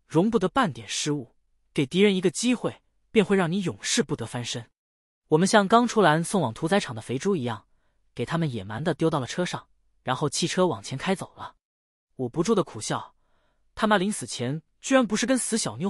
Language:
Chinese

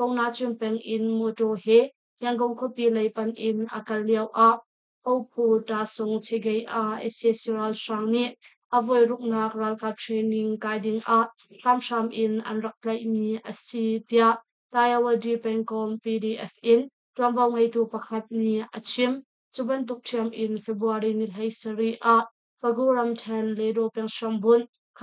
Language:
Hakha Chin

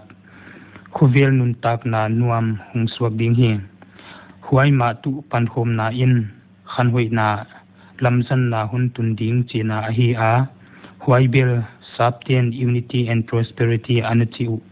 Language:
Paite Chin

